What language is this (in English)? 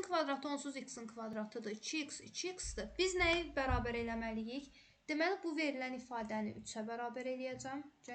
Azerbaijani